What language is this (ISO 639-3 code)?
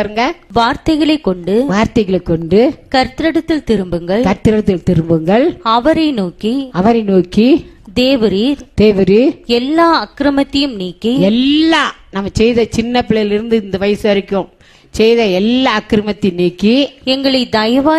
tam